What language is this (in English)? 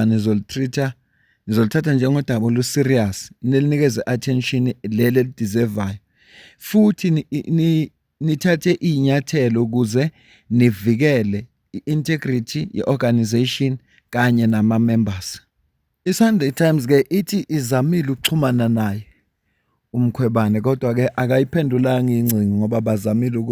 Zulu